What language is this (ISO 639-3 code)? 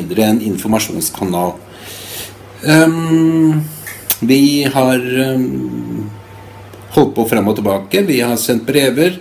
nor